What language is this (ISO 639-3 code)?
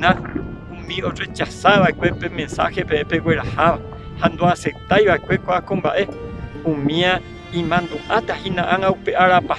grn